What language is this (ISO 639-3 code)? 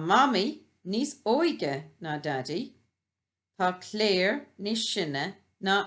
gle